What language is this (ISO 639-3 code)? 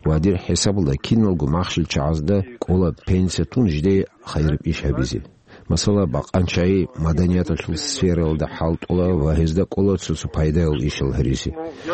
ava